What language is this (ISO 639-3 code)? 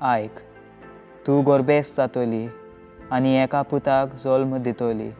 kok